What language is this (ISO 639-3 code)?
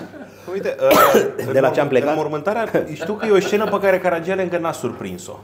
ron